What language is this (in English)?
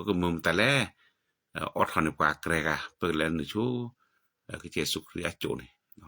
S'gaw Karen